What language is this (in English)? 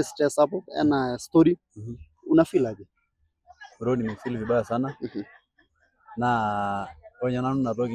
Masai